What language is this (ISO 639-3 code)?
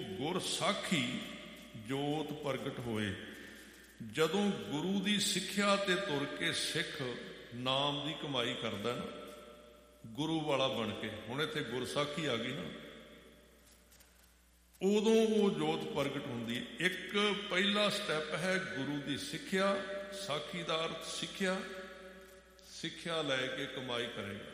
pan